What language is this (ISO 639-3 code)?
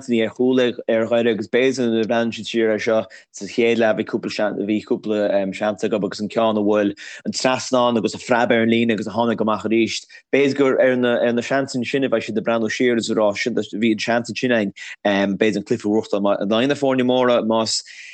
gle